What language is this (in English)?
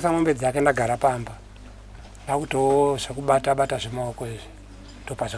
Shona